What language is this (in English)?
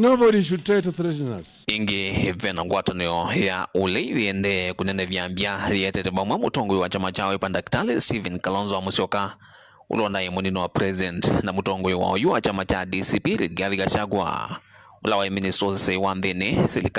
Kamba